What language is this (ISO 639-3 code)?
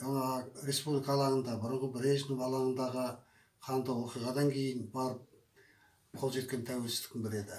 kaz